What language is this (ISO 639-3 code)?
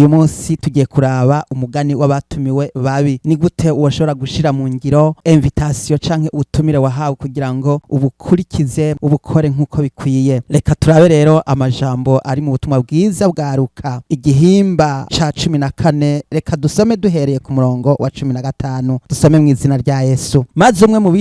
run